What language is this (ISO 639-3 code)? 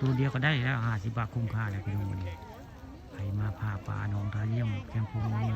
tts